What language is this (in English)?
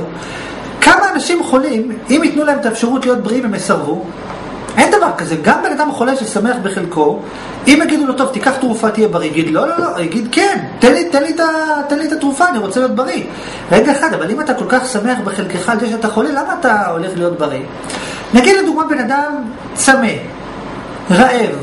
Hebrew